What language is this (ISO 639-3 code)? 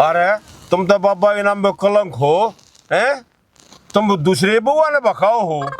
bgc